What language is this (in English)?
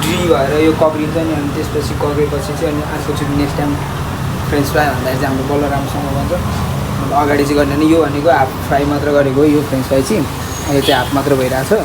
Nepali